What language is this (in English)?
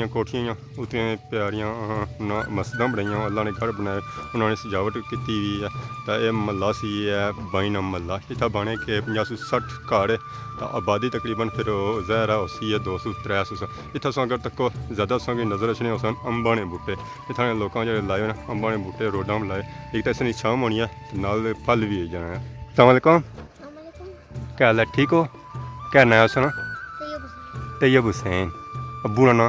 Pahari-Potwari